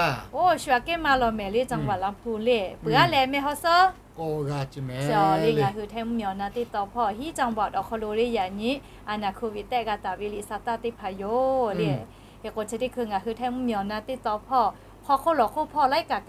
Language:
Lahu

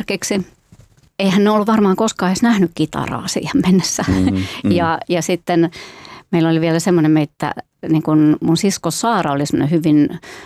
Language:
Finnish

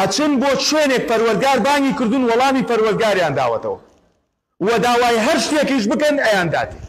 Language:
Central Kurdish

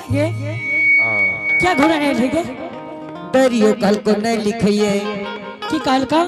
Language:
Angika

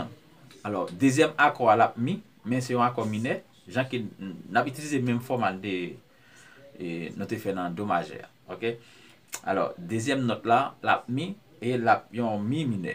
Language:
Haitian Creole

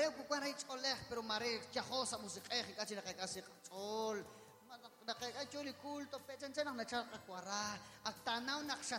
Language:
Kekchí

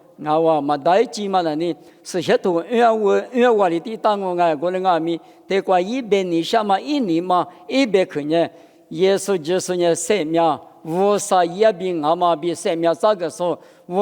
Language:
Lisu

